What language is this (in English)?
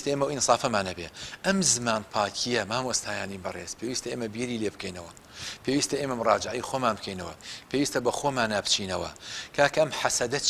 Central Kurdish